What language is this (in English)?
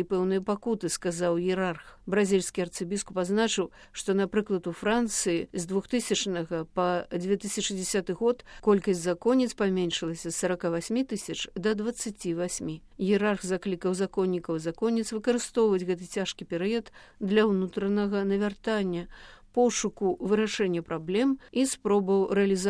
Belarusian